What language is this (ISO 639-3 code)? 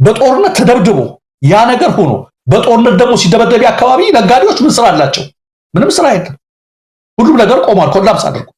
amh